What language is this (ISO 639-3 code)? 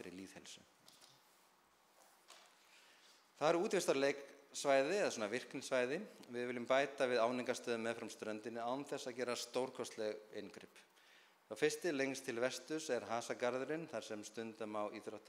isl